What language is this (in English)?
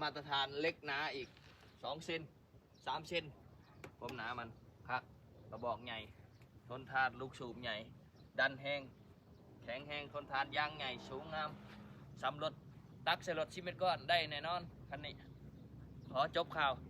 Lao